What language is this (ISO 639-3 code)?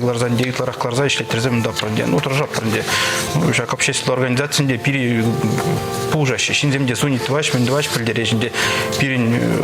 chv